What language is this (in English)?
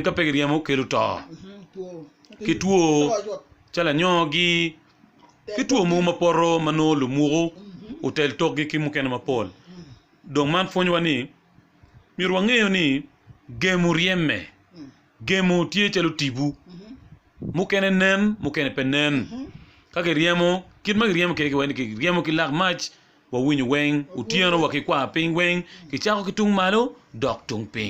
Acoli